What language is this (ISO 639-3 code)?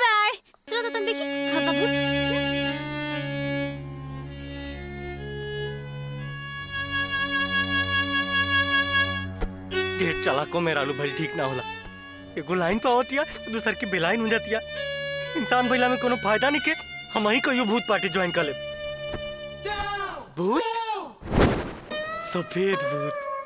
bho